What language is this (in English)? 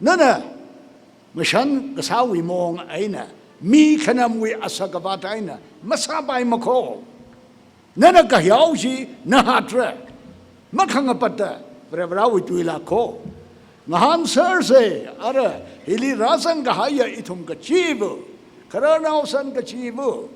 Tangkhul Naga (India)